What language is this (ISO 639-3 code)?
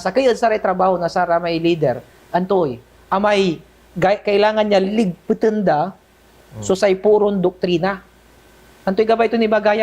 pag